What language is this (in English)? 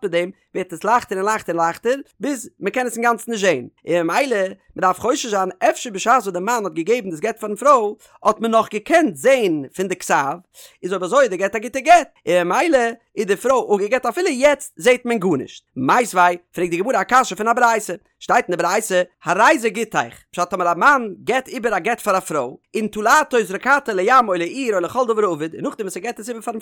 Yiddish